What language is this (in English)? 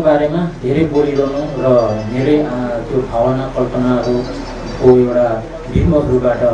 Nepali